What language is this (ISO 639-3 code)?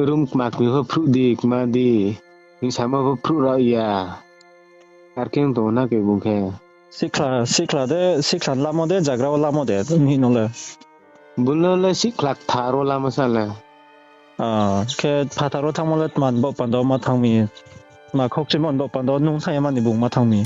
ria